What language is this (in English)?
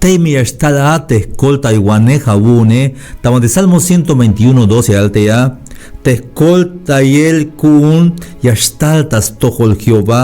Tzeltal